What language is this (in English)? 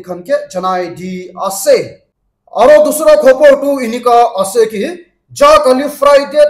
Naga Pidgin